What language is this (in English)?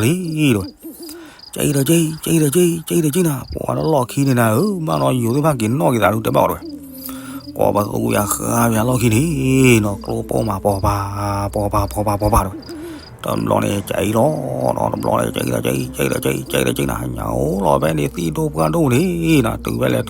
S'gaw Karen